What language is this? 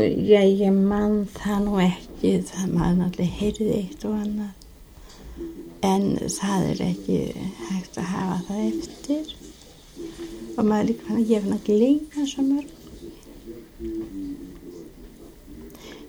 Icelandic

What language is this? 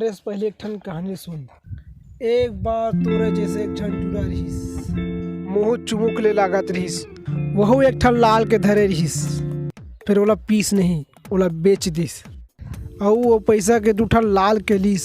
Chhattisgarhi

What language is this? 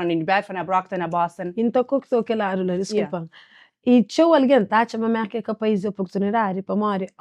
Kabuverdianu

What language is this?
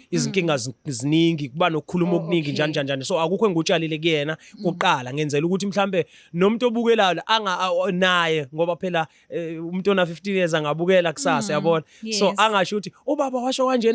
Zulu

